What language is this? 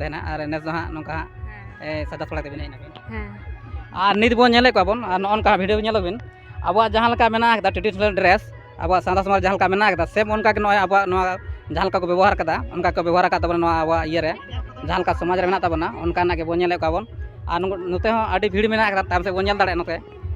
Santali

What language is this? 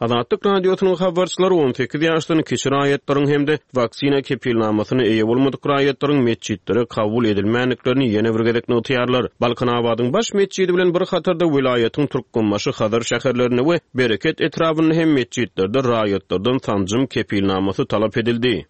Turkmen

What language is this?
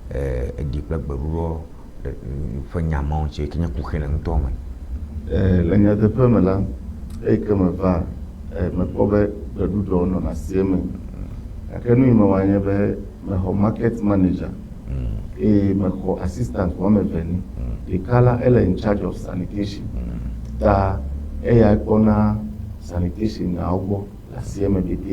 Ewe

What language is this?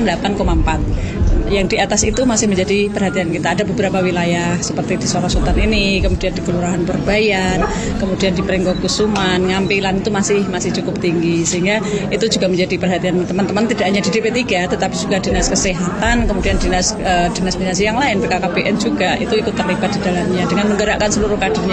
Indonesian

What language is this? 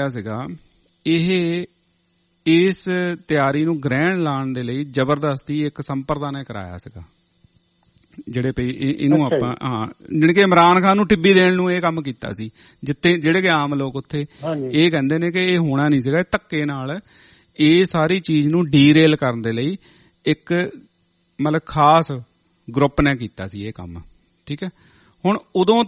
Punjabi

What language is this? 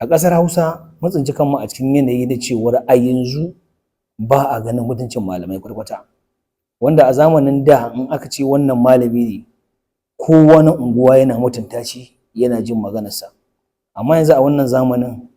Hausa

